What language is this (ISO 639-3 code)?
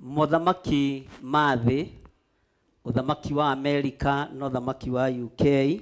kik